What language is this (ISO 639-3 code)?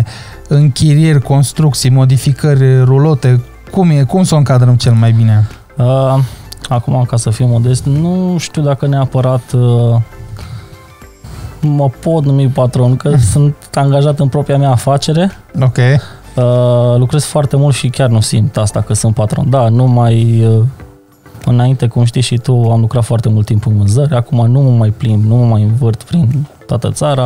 ron